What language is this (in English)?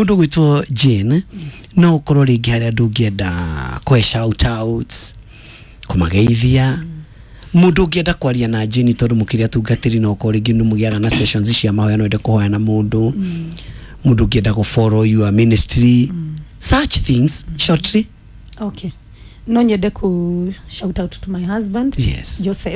Kikuyu